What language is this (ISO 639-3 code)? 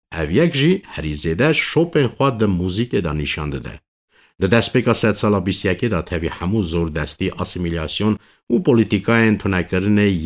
kur